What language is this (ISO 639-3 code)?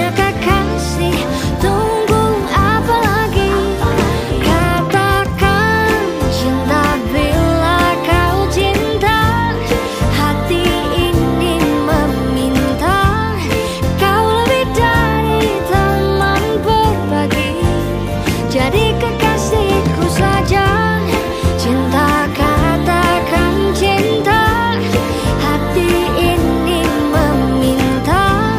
ind